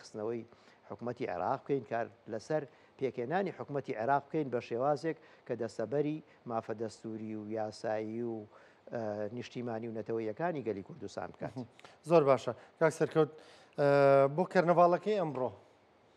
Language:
Central Kurdish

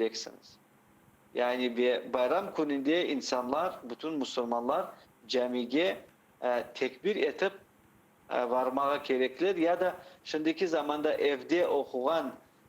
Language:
Crimean Tatar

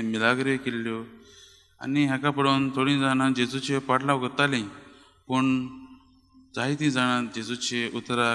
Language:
Konkani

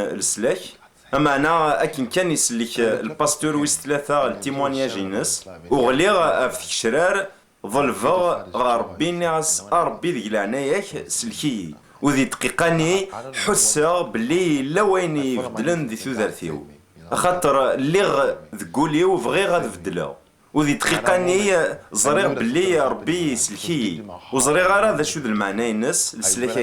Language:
Kabyle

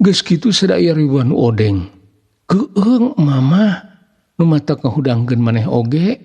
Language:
Sundanese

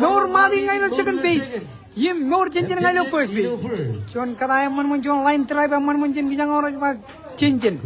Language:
Marshallese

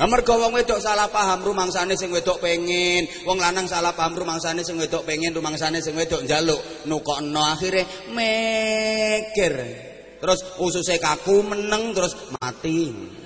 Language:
Javanese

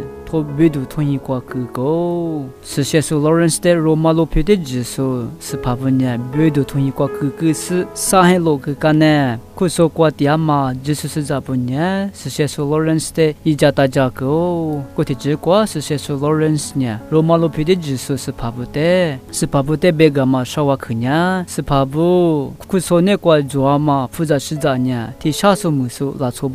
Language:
Lisu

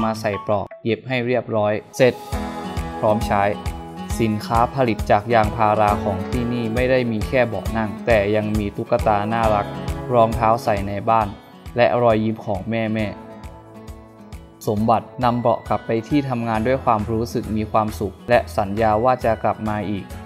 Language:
Thai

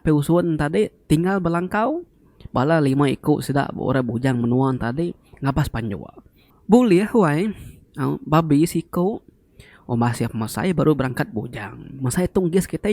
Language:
Iban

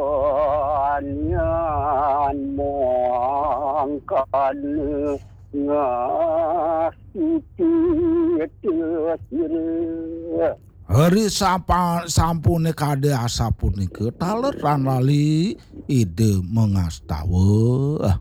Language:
Balinese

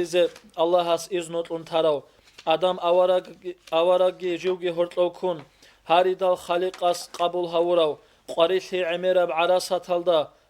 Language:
Avaric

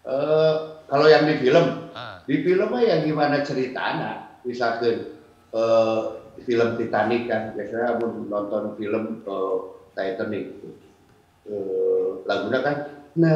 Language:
Sundanese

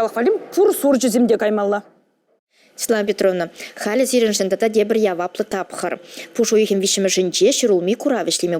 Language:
Chuvash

